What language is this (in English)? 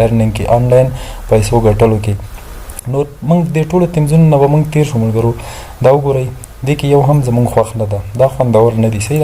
Pashto